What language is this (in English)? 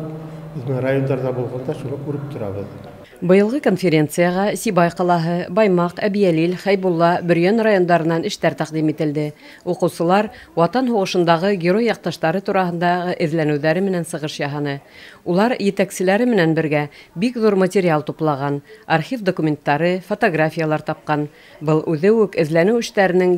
Bashkir